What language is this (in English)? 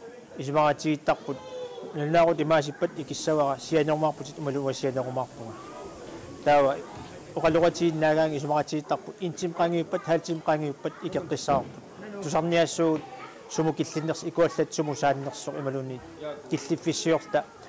Kalaallisut